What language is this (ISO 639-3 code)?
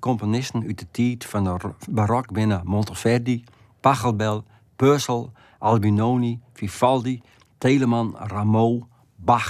fry